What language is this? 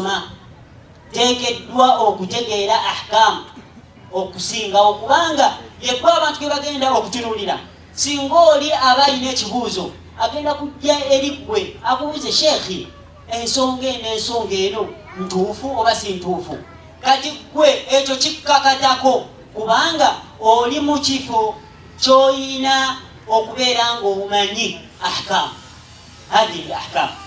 Ganda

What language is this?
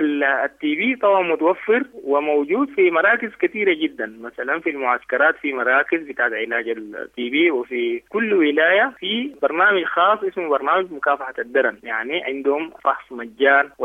Sudanese Arabic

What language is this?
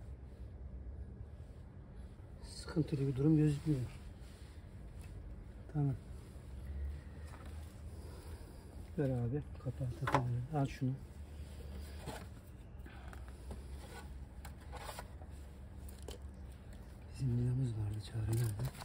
Turkish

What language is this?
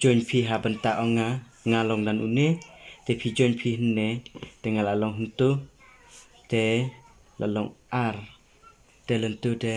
Khasi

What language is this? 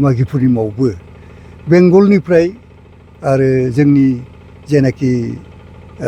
Bodo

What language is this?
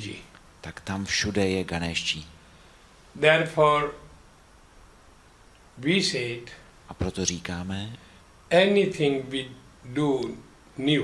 Czech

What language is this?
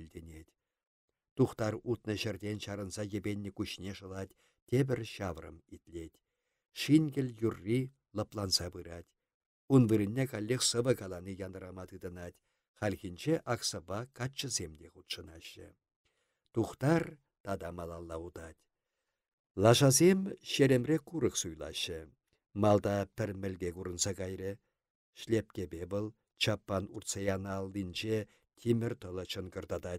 Chuvash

